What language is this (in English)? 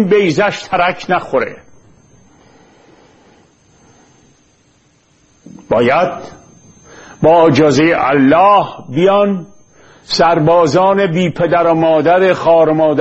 Persian